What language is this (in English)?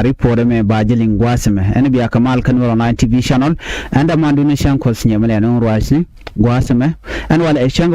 Nuer